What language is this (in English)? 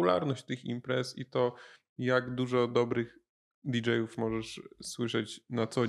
Polish